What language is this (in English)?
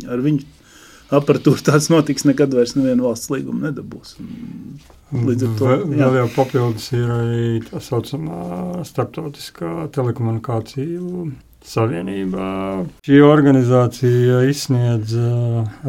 Latvian